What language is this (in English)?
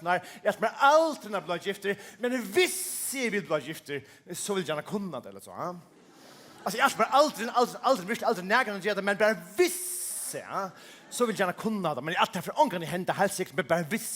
Faroese